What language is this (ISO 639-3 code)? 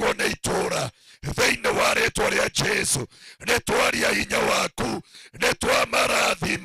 kik